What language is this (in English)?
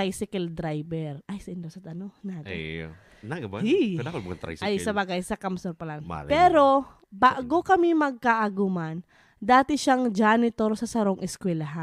Bikol